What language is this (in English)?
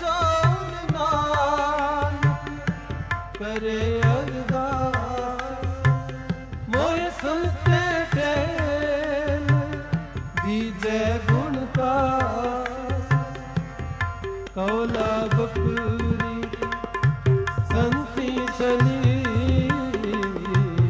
Punjabi